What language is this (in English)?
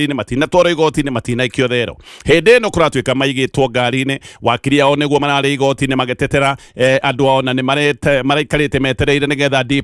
Kikuyu